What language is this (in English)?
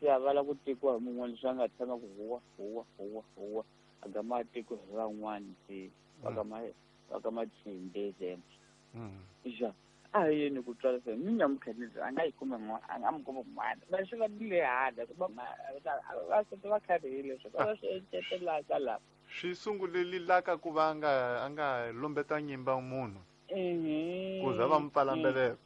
Tsonga